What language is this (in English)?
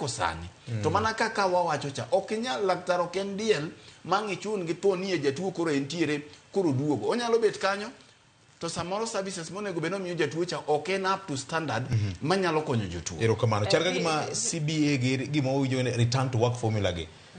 Luo (Kenya and Tanzania)